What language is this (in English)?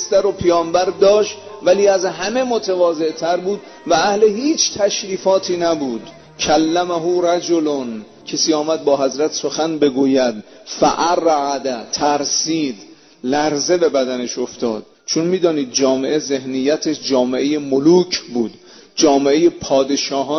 Persian